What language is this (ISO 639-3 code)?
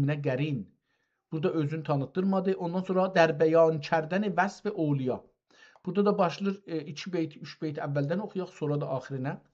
azb